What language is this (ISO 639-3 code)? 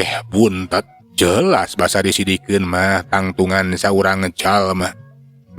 sun